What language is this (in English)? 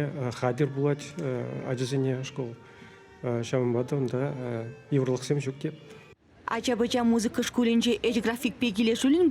Chuvash